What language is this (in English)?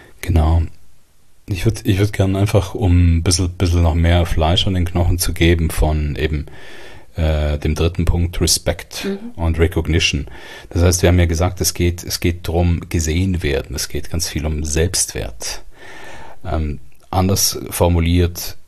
German